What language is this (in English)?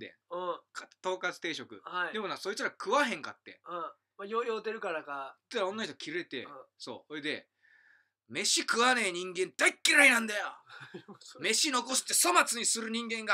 Japanese